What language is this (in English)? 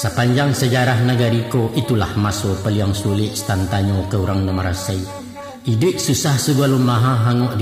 Minangkabau